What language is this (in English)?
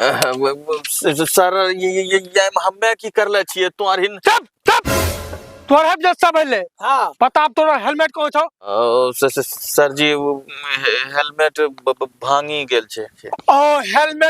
Angika